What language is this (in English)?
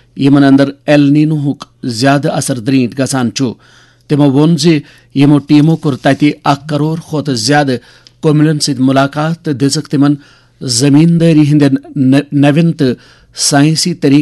Kashmiri